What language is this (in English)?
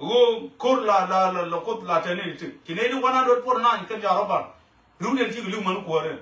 Nuer